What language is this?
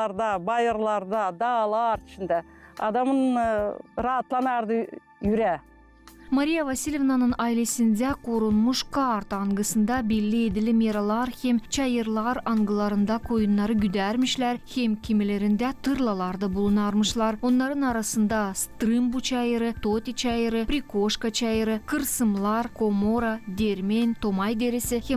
Gagauz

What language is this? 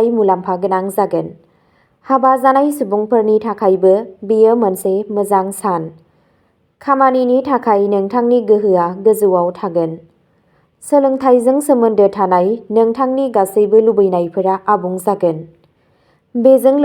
Bodo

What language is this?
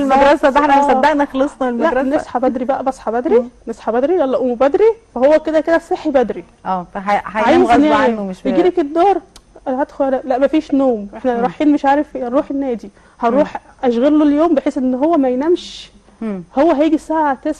Egyptian Arabic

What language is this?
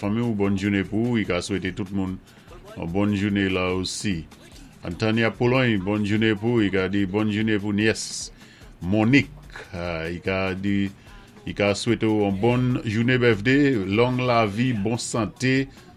Saint Lucian Creole French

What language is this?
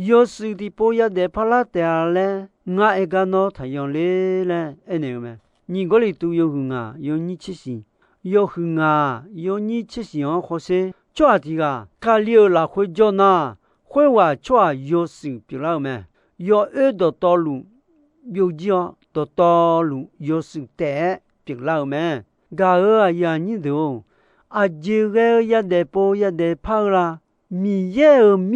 Akha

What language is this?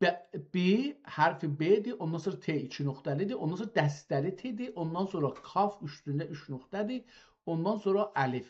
South Azerbaijani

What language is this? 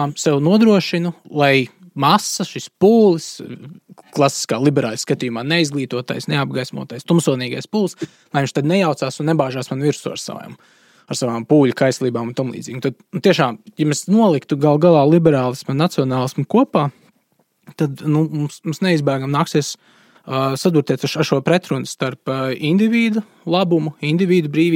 Latvian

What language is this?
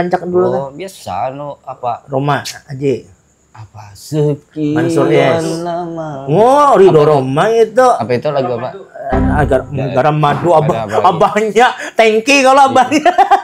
Banjar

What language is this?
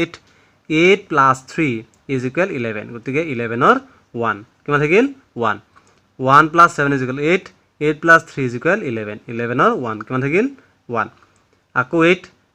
Assamese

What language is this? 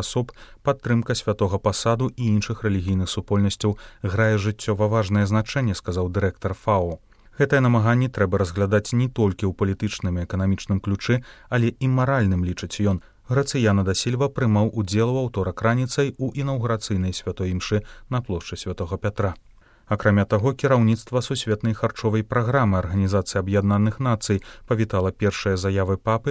Belarusian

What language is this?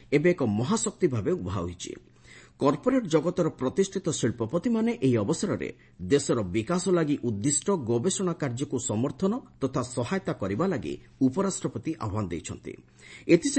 Odia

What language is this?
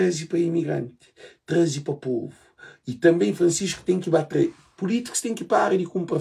Kabuverdianu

